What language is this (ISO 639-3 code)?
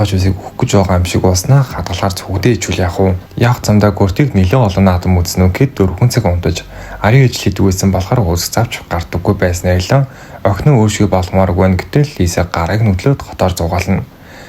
mon